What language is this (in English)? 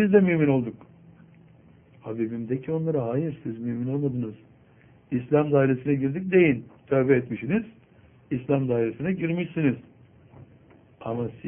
Turkish